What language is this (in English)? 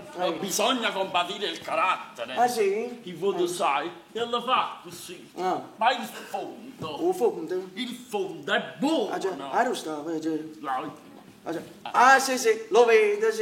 Neapolitan